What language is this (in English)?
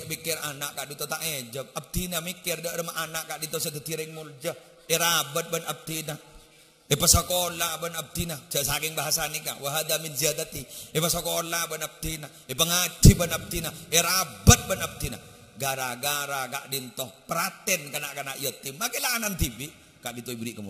Madurese